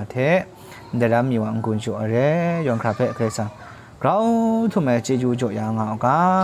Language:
Kachin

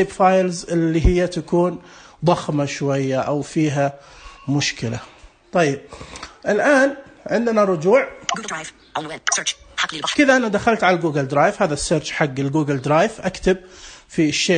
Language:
Najdi Arabic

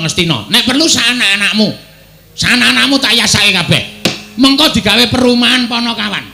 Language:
Javanese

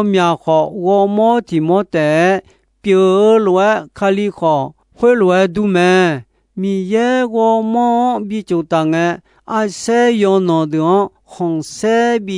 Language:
Akha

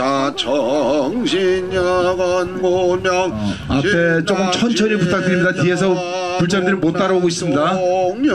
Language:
Korean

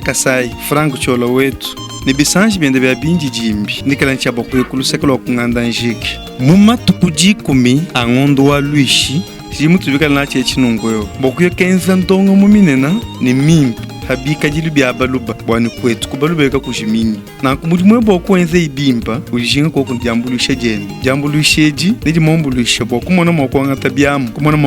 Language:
Luba-Lulua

